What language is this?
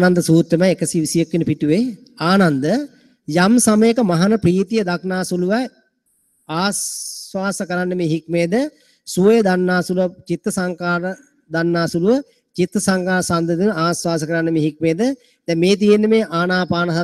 Sinhala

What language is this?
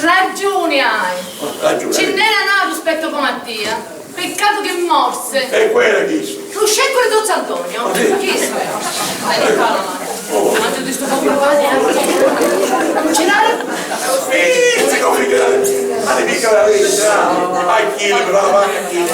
Sicilian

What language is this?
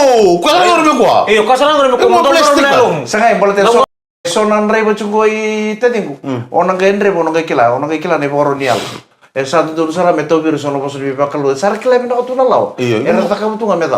Fijian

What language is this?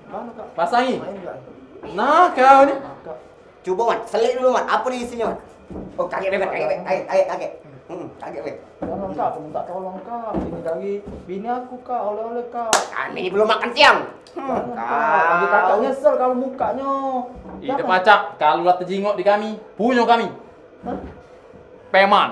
Musi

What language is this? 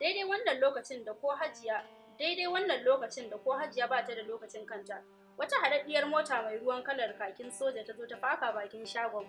Hausa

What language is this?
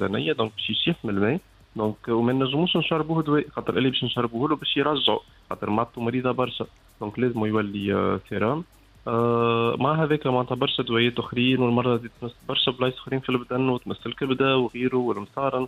Tunisian Arabic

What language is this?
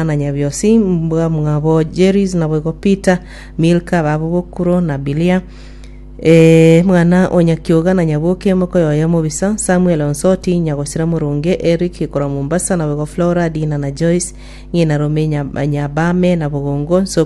Gusii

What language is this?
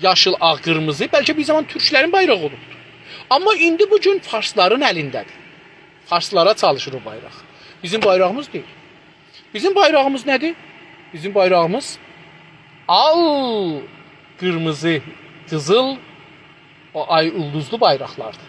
South Azerbaijani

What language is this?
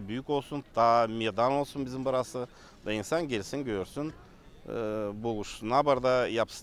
Gagauz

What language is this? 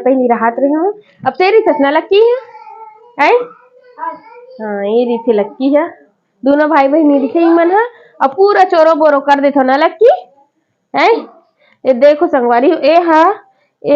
Chhattisgarhi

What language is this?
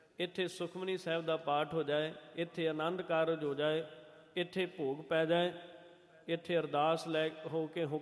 Punjabi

